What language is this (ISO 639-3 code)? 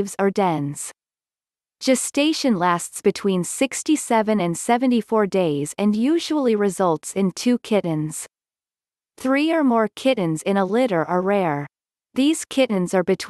eng